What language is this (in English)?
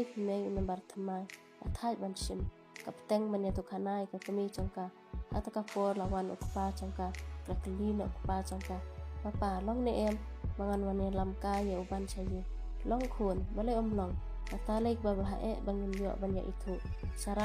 Khasi